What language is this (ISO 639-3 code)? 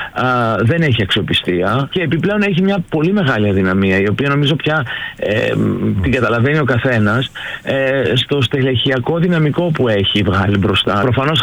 ell